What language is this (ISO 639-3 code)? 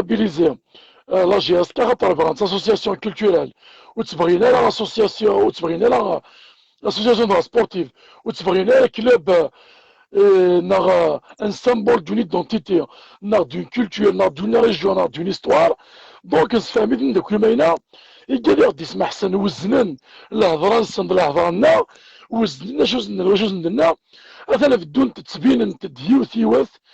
kab